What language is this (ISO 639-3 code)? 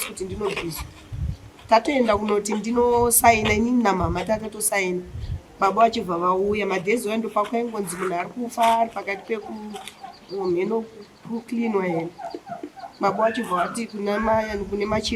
sna